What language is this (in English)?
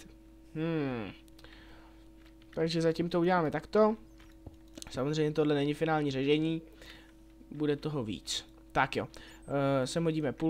Czech